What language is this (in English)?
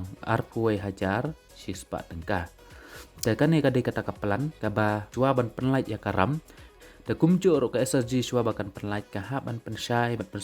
Khasi